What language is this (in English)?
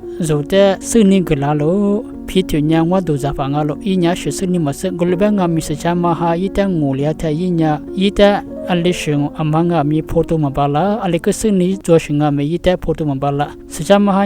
Lisu